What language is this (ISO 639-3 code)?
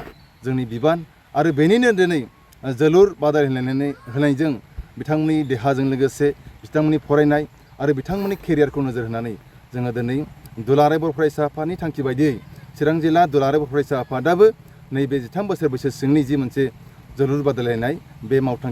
brx